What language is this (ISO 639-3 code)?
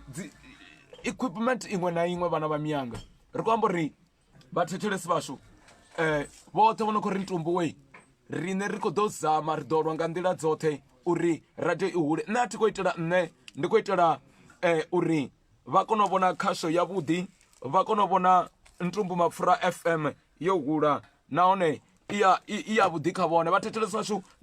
ven